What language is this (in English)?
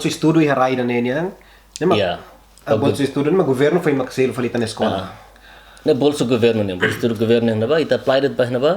Tetum